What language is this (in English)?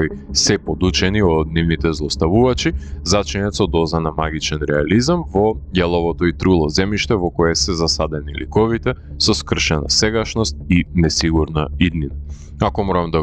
Macedonian